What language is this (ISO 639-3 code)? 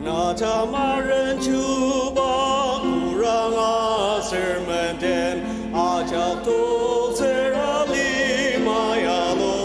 njo